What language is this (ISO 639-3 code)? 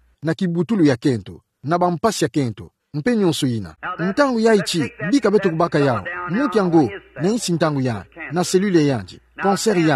ktu